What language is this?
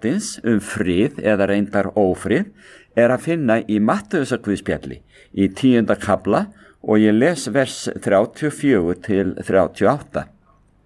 Icelandic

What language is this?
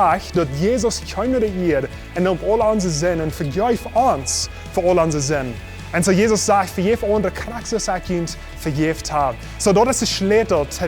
Plautdietsch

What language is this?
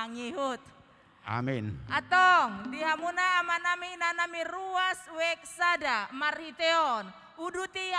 Batak Toba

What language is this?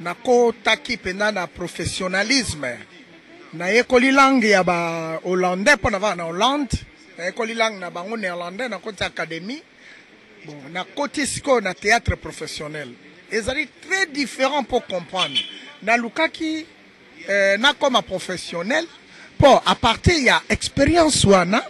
Lingala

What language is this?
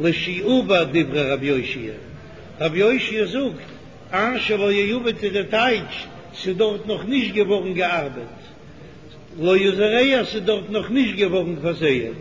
Yiddish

